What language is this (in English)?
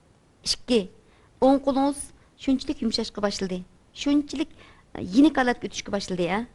Uyghur